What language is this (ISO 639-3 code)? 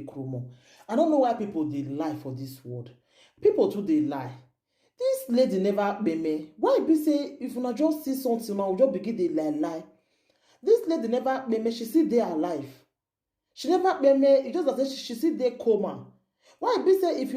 pcm